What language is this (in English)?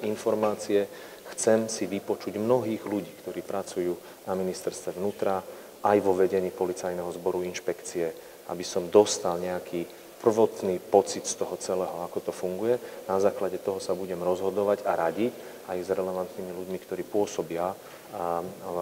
Slovak